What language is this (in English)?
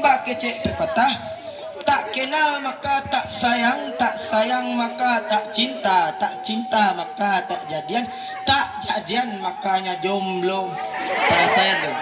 Minangkabau